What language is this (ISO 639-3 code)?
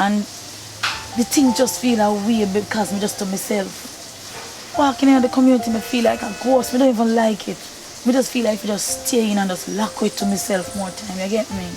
jam